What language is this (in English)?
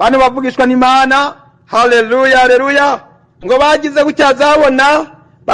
Rundi